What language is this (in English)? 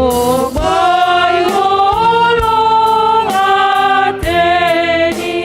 Batak Simalungun